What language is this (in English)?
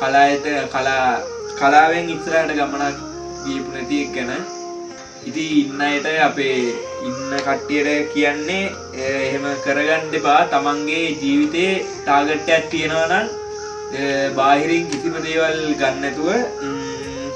Sinhala